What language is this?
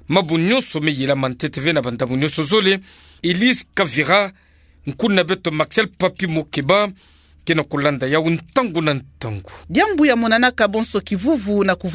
Kituba (Democratic Republic of Congo)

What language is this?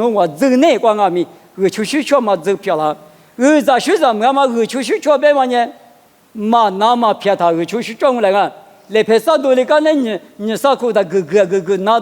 Lisu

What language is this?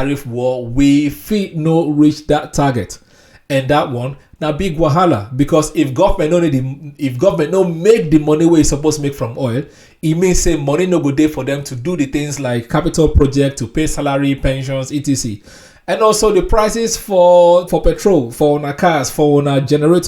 Nigerian Pidgin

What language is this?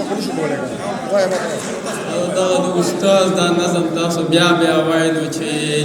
Pashto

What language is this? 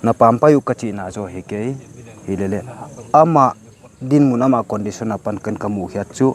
Paite Chin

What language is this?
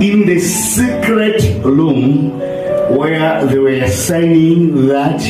Nyanja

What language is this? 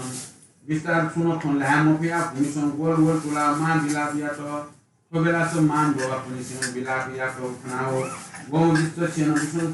Newari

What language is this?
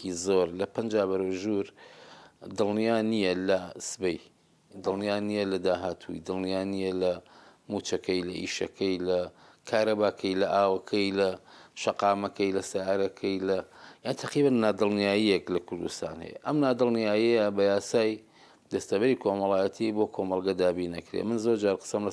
Central Kurdish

